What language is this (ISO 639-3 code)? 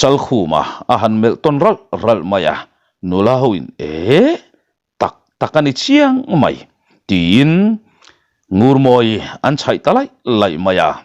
lus